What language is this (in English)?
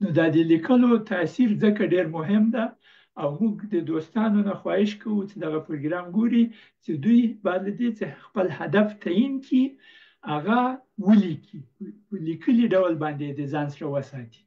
Pashto